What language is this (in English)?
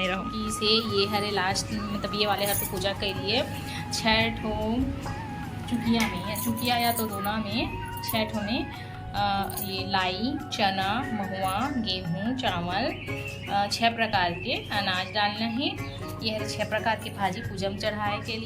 Chhattisgarhi